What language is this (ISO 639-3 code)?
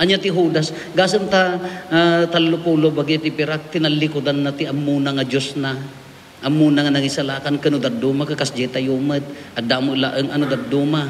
ilo